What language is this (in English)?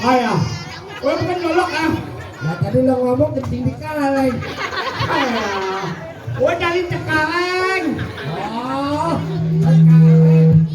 Betawi